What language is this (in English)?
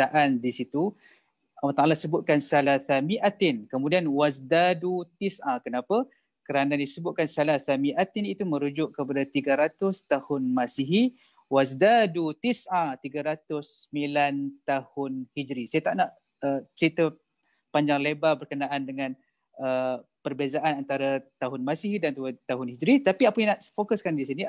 Malay